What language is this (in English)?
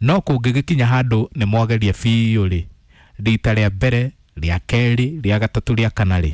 Kikuyu